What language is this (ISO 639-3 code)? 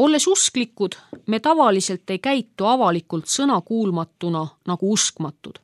est